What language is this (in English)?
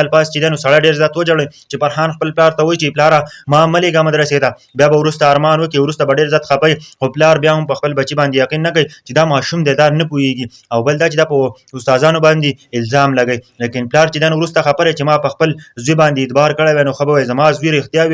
Pashto